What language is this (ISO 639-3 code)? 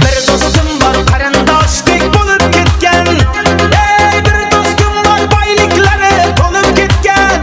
kaa